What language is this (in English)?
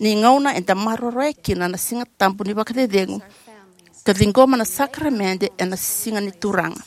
Fijian